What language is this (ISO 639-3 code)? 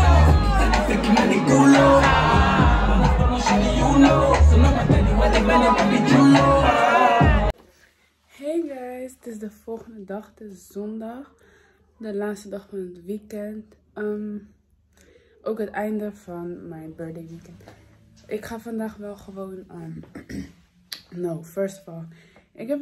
nld